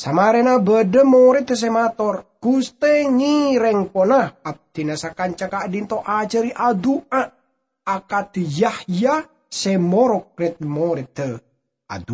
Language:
Madurese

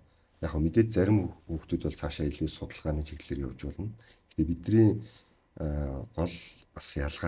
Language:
Mongolian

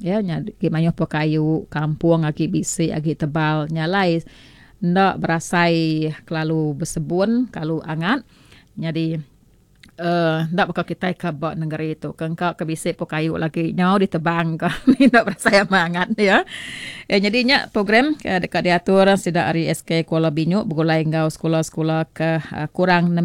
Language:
Iban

